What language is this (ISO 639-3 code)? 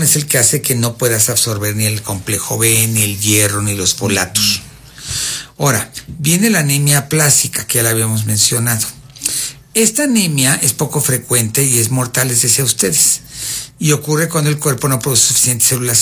spa